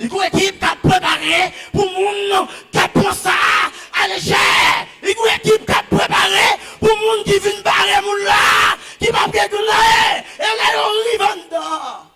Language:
Haitian Creole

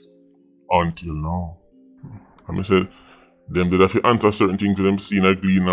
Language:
Jamaican Creole English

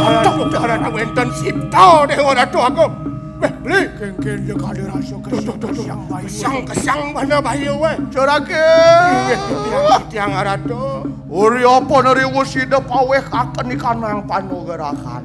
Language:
Balinese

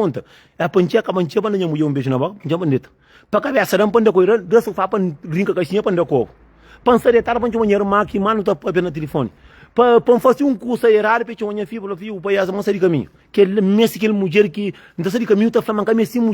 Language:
Kabuverdianu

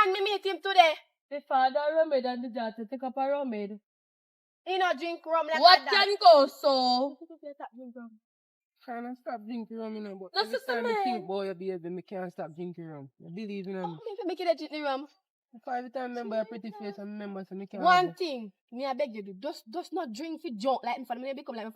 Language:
Jamaican Creole English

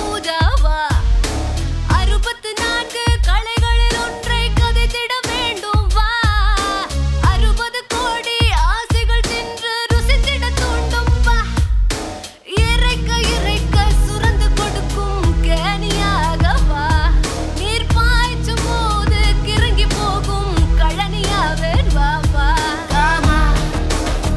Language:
Tamil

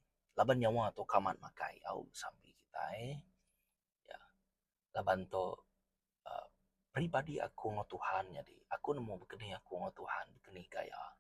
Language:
Iban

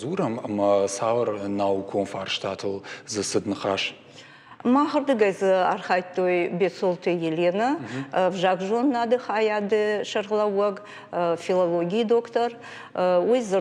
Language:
Ossetic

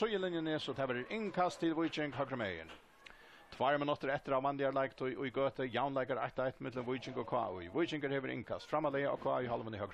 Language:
Faroese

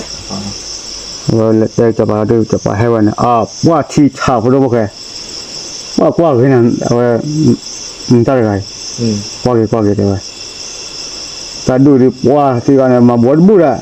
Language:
S'gaw Karen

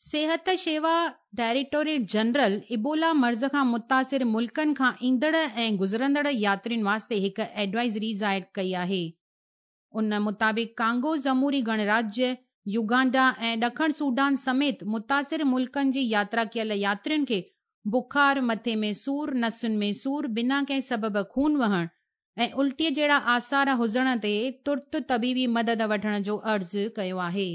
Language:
Sindhi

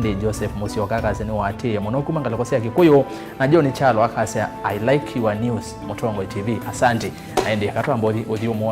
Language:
Kamba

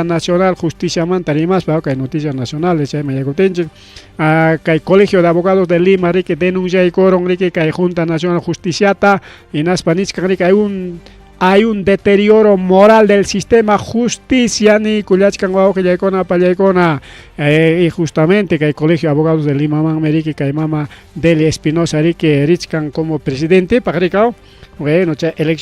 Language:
Ayacucho Quechua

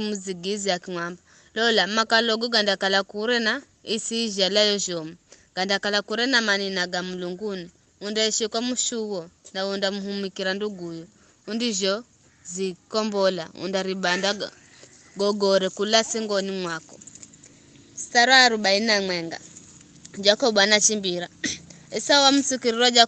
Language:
Giryama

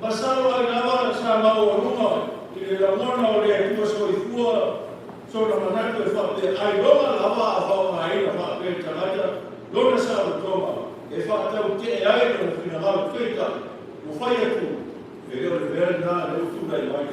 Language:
Samoan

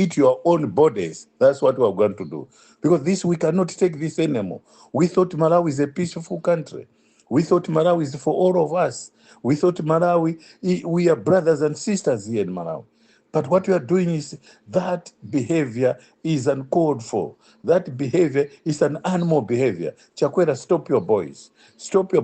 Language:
English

